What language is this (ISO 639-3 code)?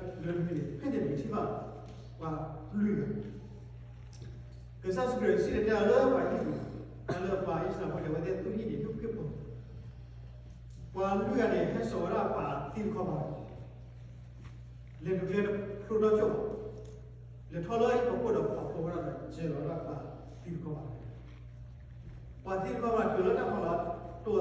ksw